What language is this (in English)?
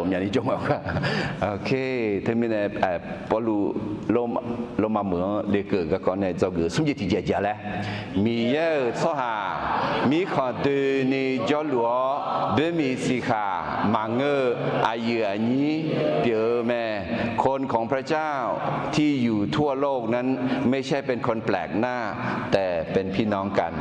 Akha